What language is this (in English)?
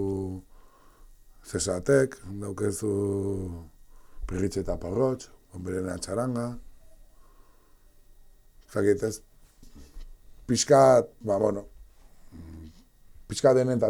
Basque